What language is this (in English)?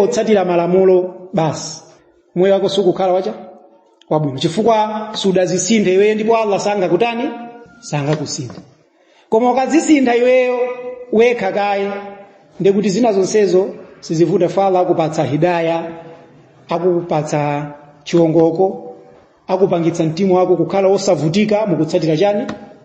Nyanja